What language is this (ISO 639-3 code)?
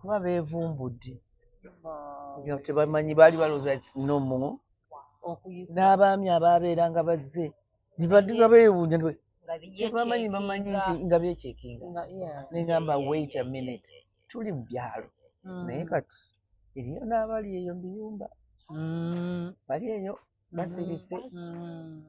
lug